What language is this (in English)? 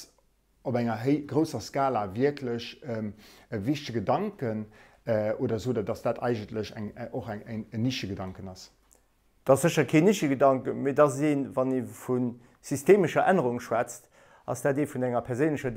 Luxembourgish